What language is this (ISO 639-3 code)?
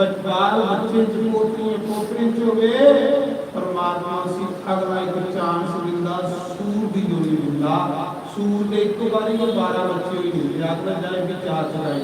doi